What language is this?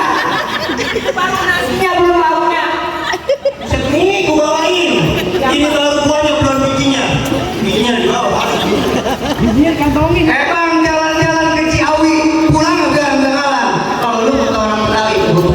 Betawi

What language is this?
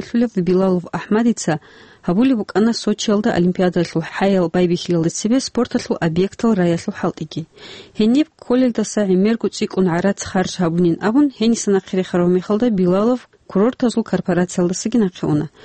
Avaric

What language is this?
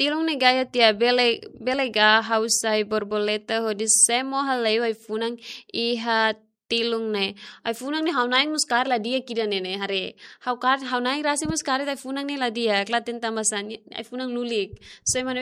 Tetum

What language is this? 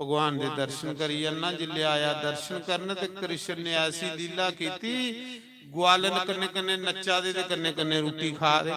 Dogri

